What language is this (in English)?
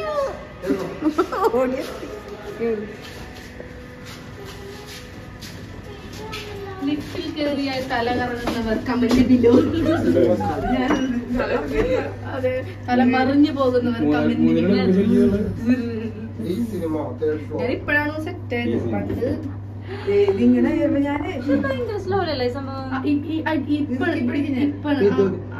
Malayalam